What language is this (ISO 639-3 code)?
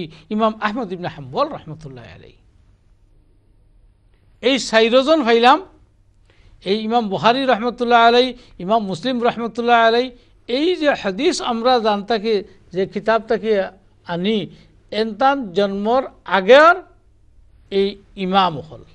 ben